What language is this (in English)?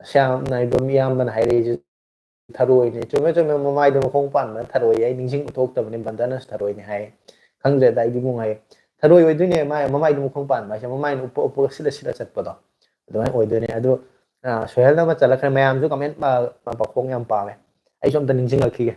Manipuri